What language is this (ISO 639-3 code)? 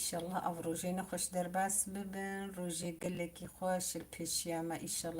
kur